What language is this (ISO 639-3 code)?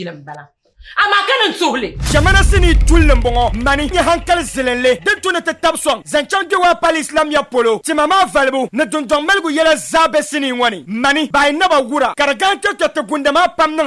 dag